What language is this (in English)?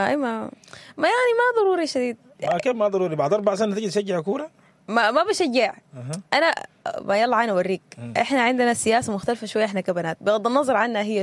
Sudanese Arabic